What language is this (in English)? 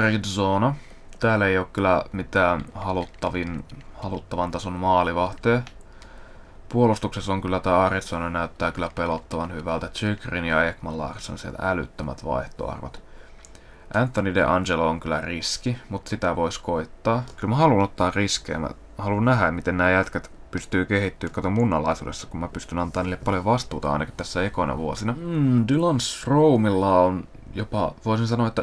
Finnish